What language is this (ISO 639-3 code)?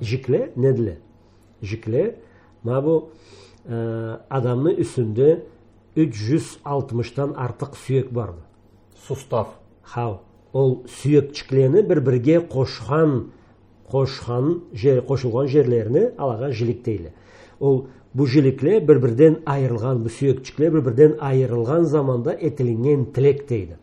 krc